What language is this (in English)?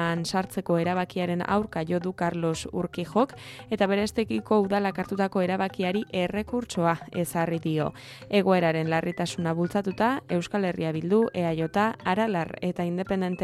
Basque